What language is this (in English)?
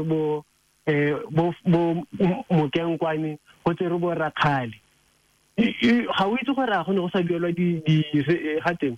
Tswana